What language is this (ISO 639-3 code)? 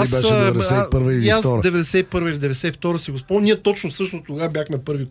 bul